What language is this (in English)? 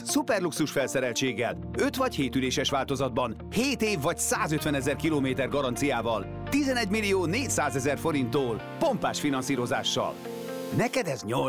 Hungarian